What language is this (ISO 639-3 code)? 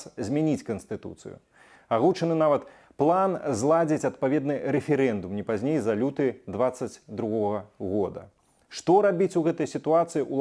bel